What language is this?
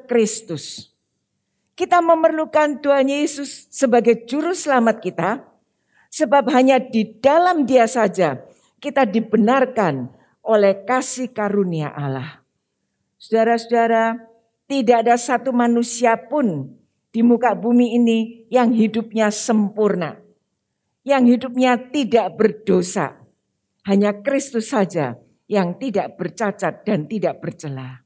Indonesian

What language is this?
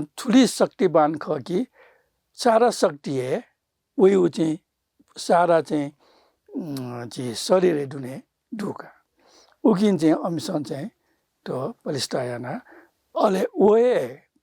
Newari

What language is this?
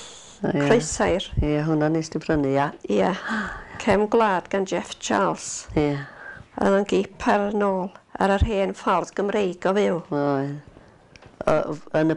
Welsh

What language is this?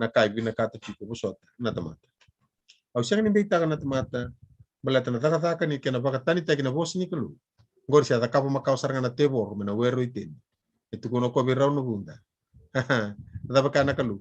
Fijian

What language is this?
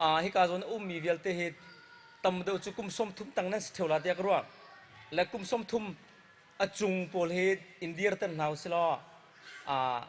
Hakha Chin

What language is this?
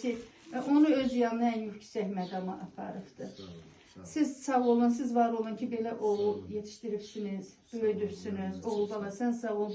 Azerbaijani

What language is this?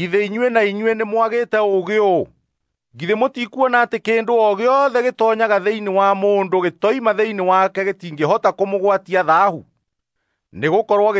Kikuyu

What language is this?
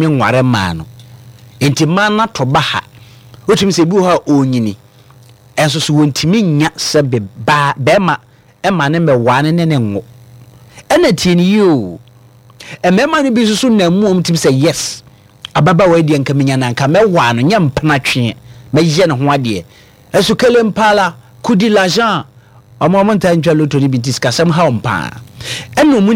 Akan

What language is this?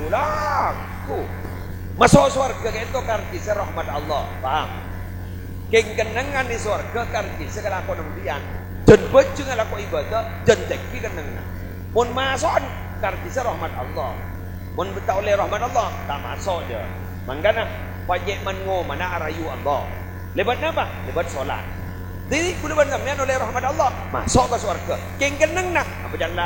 Madurese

